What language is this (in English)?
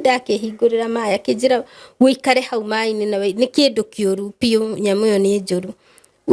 Kikuyu